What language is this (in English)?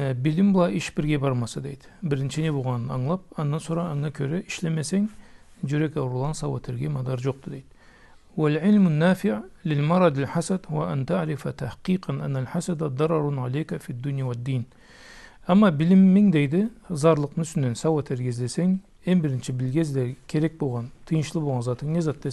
Karachay-Balkar